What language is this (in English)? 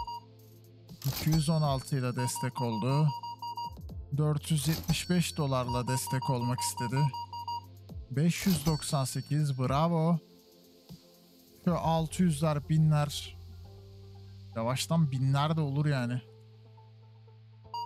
Turkish